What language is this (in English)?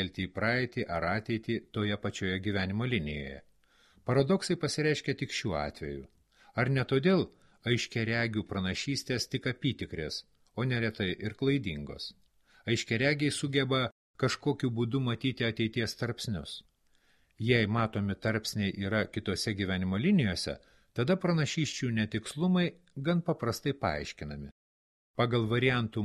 Lithuanian